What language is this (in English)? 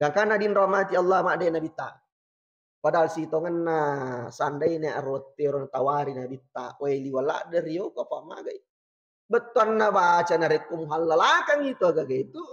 Buginese